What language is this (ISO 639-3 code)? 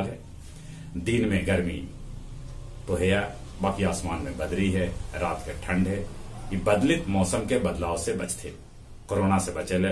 mag